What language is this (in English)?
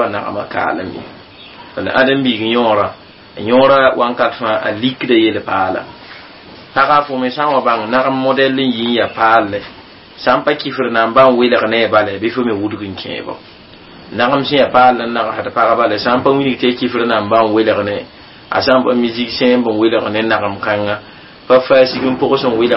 Mossi